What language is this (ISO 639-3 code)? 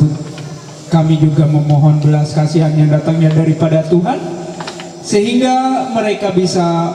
mhy